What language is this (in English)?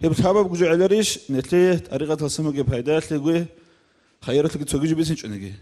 Avaric